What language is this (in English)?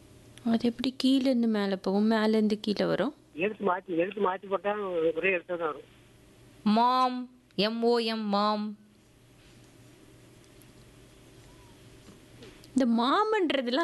Tamil